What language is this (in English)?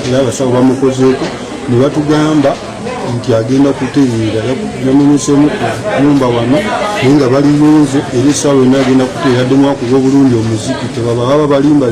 Ganda